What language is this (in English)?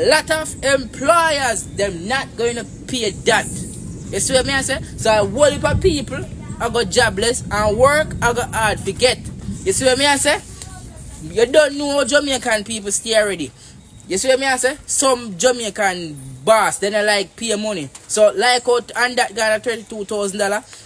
Jamaican Creole English